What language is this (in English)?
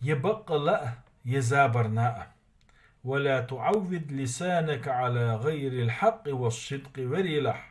Chechen